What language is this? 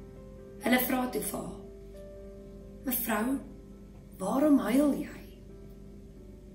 Afrikaans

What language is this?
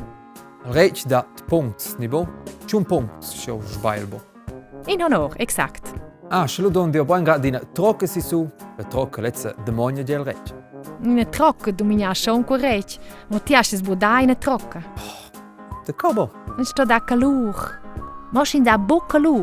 Romansh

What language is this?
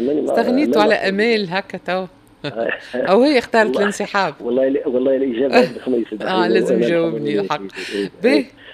Tunisian Arabic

